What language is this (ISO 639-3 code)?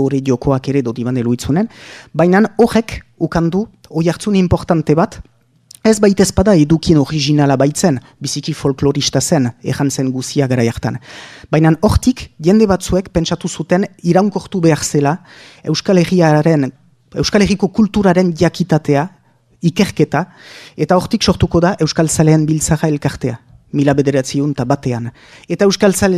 eus